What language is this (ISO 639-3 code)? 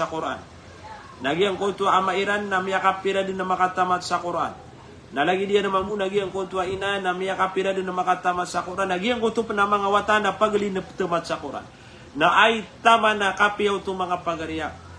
mrw